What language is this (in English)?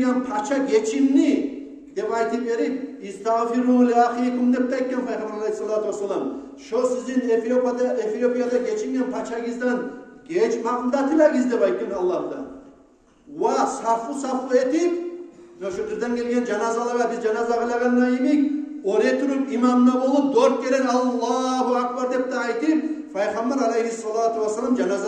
Kumyk